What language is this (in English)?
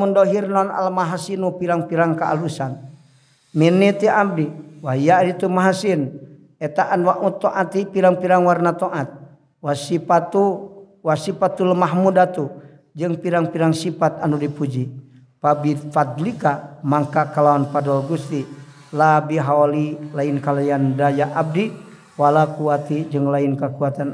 Sundanese